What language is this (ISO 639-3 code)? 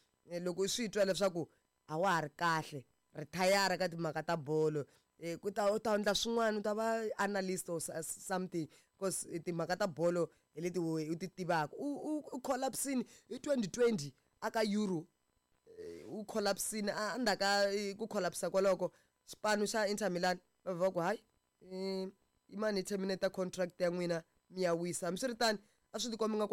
tso